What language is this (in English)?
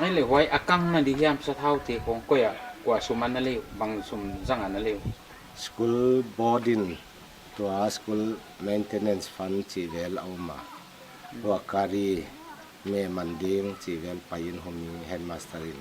Paite Chin